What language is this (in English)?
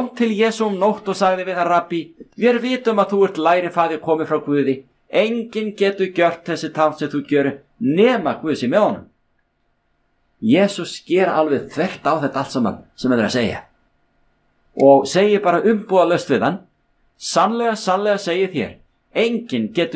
Icelandic